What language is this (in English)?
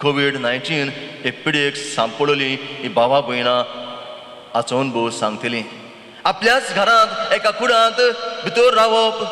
Konkani